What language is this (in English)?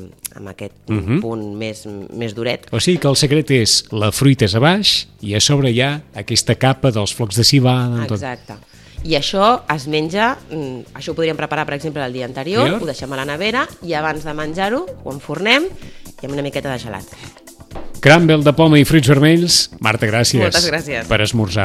Catalan